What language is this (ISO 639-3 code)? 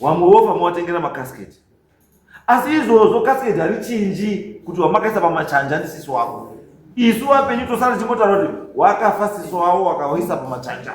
sna